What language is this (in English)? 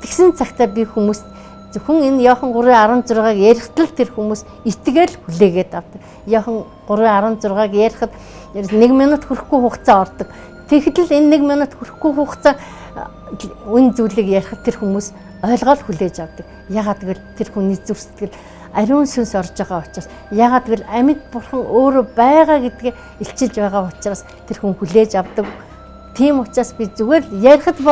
Mongolian